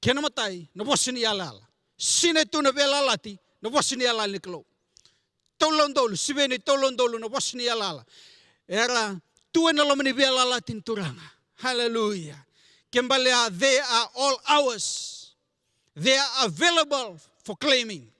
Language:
Fijian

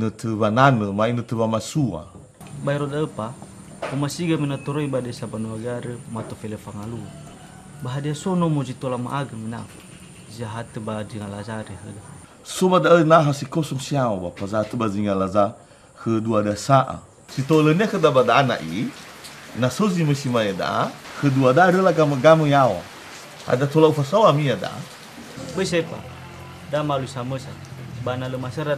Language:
Nias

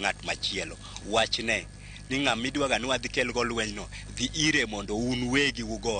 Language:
Luo (Kenya and Tanzania)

